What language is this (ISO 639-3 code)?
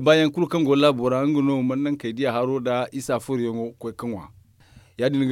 dje